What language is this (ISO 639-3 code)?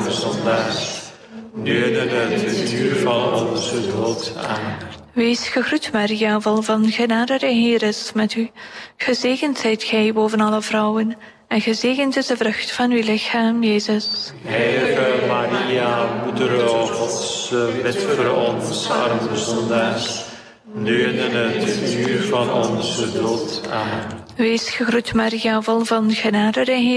nld